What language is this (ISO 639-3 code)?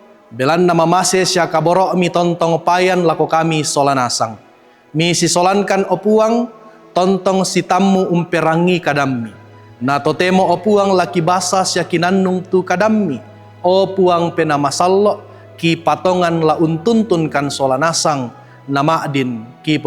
sda